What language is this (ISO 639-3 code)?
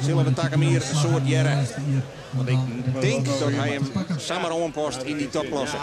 fry